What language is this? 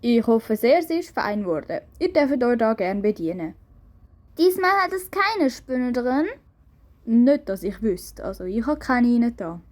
Swiss German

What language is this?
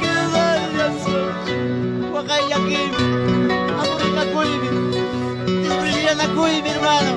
Ayacucho Quechua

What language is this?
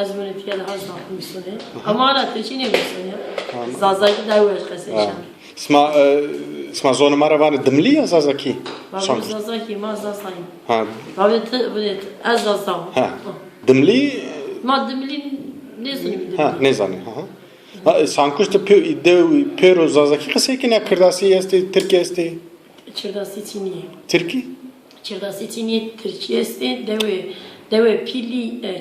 Zaza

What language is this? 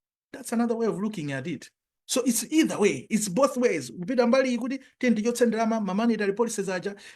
Nyanja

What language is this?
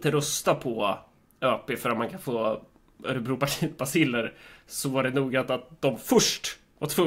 Swedish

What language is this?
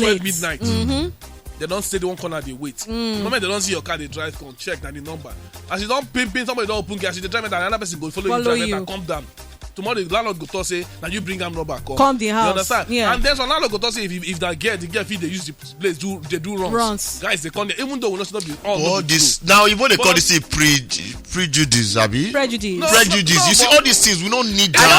Nigerian Pidgin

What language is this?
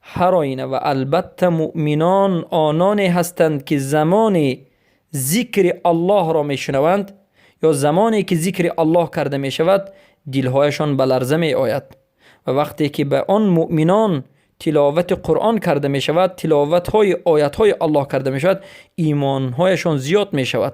Persian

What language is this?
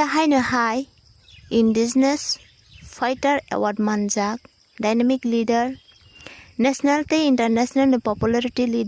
Kok Borok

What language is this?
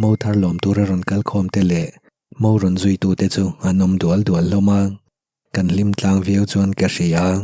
Mizo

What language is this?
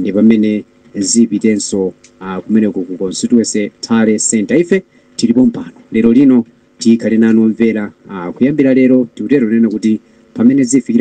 Nyanja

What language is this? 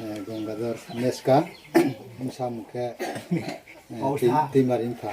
Riang (India)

